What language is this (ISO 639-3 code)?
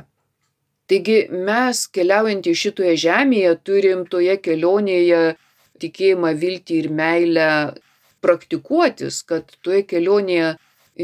lit